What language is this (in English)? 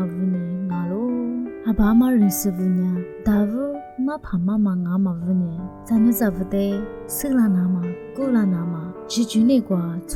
Lisu